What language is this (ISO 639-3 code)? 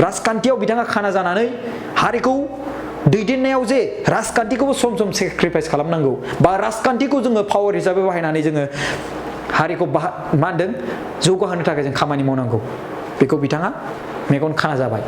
brx